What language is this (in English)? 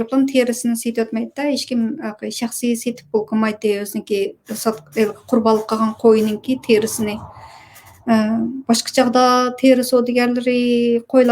Uyghur